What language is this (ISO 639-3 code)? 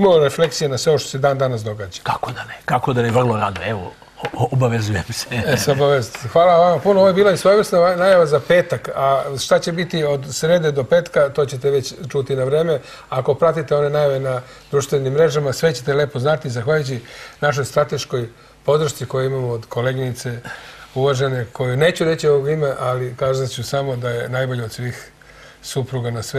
srp